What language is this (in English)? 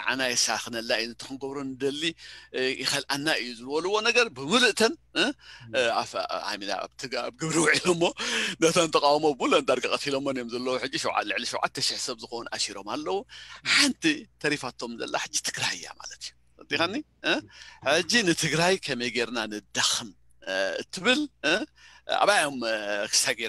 Tigrinya